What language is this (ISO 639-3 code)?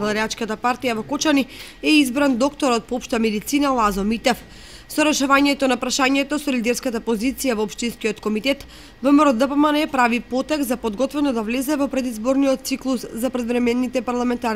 mkd